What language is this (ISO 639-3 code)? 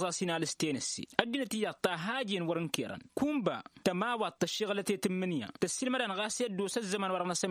taq